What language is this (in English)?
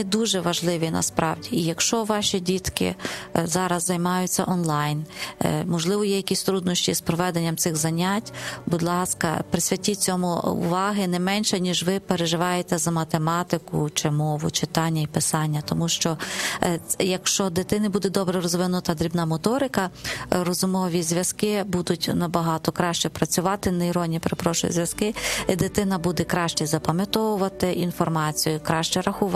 Ukrainian